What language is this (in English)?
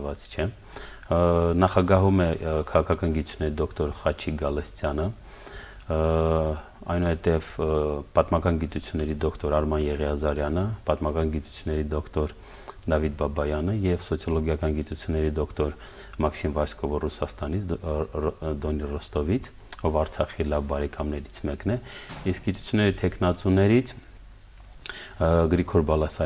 Armenian